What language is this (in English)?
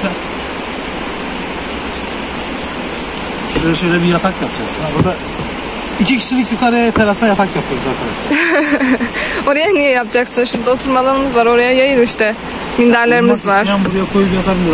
Turkish